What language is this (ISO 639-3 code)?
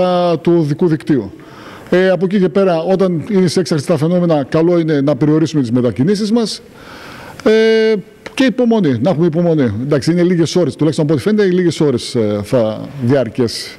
ell